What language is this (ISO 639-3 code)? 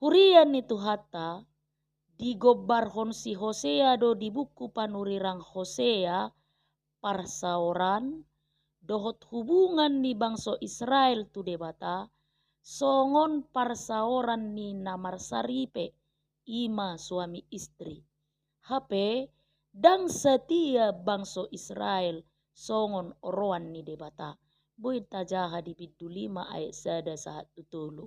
bbc